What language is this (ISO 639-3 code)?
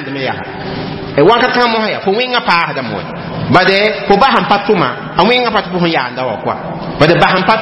mos